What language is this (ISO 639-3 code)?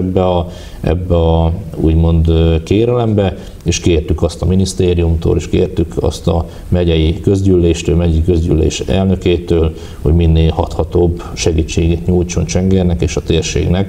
hun